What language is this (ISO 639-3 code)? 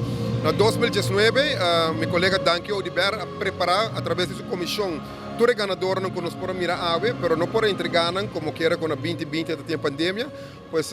pap